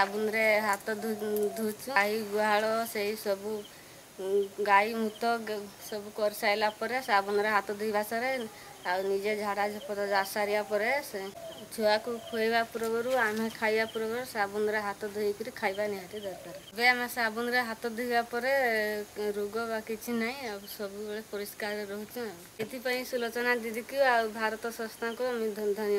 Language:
Odia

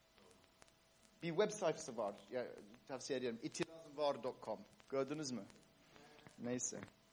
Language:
Turkish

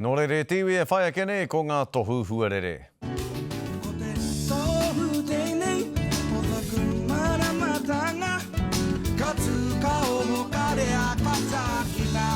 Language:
Māori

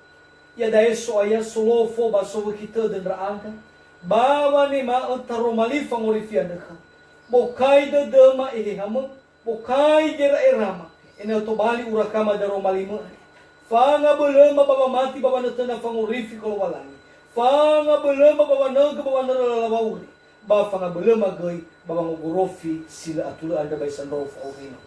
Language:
Nias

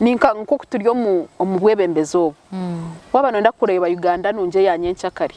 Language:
Nyankole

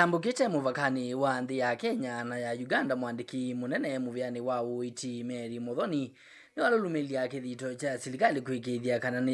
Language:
Kamba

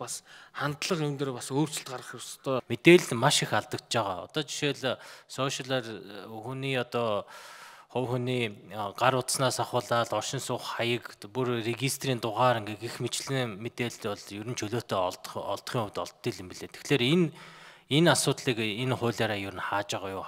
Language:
Mongolian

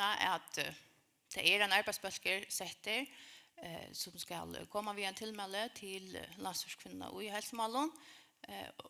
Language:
Faroese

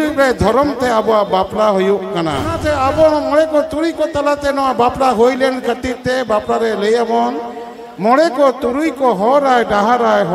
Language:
Santali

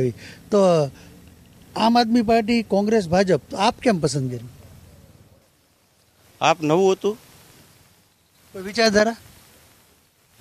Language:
Gujarati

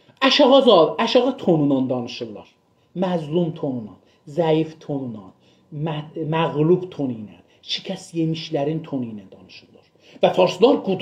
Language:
South Azerbaijani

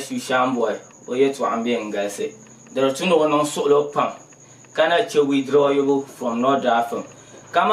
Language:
Dagbani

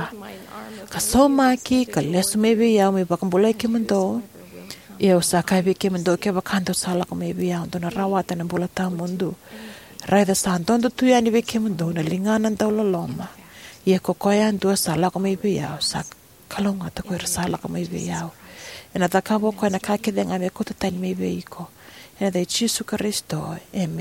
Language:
Fijian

